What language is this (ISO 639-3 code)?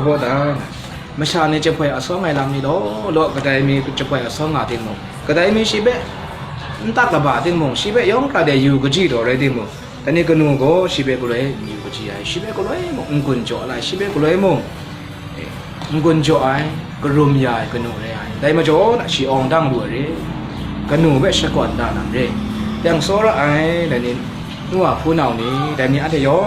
kac